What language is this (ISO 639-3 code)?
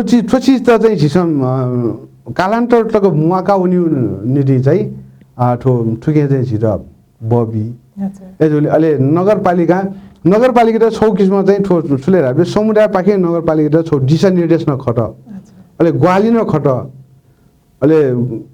new